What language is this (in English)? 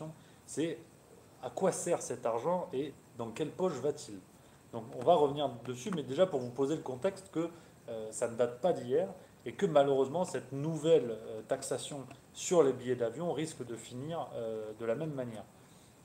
French